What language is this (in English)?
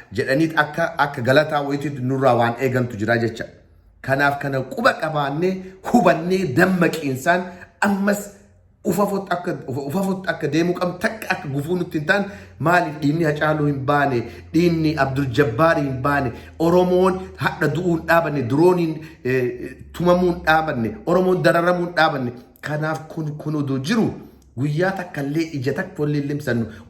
Oromo